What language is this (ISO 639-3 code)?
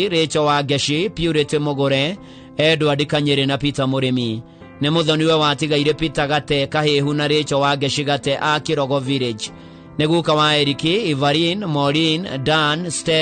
kik